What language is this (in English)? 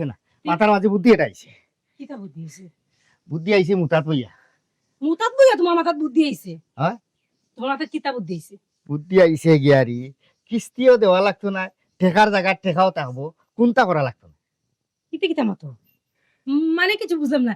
Sylheti